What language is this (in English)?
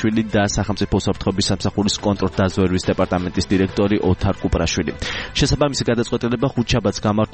Georgian